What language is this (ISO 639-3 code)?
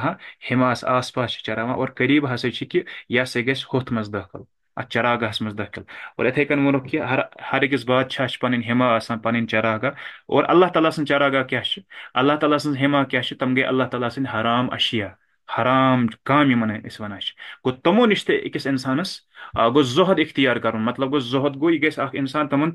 kas